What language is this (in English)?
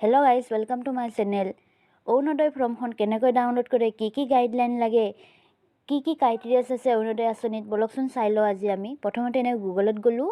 Assamese